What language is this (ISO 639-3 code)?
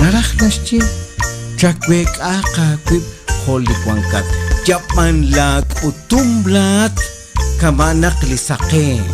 kek